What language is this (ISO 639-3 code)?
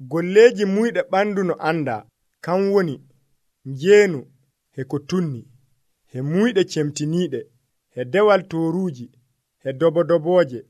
fuv